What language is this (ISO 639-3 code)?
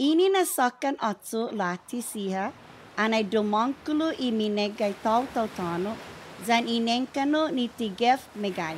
cha